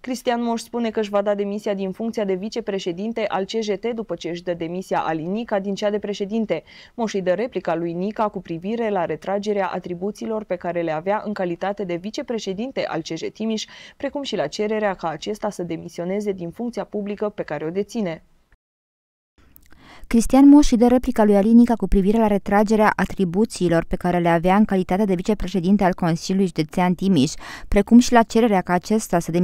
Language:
Romanian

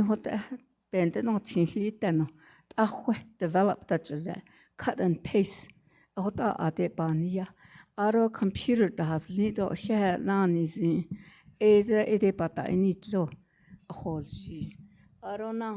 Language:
Navajo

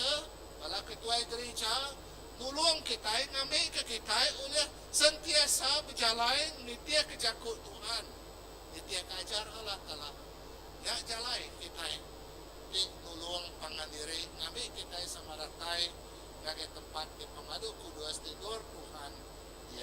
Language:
Iban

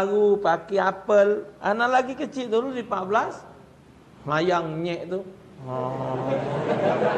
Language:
Musi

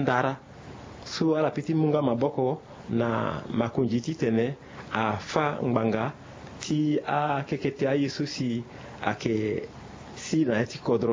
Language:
Sango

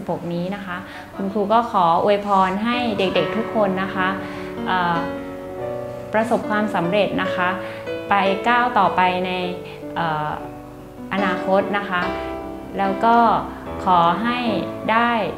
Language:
Thai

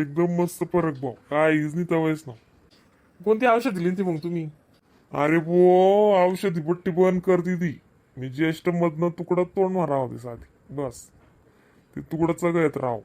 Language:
Khandesi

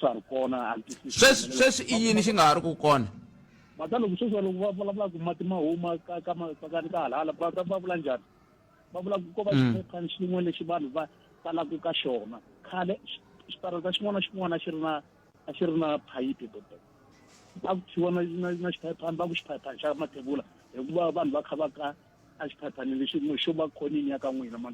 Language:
Tsonga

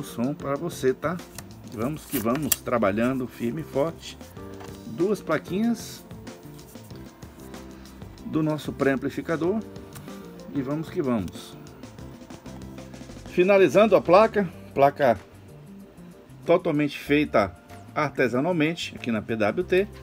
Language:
Portuguese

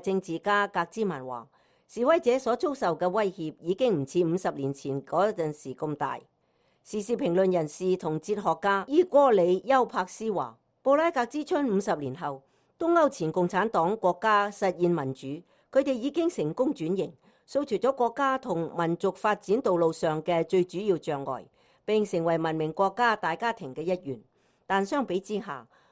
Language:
Cantonese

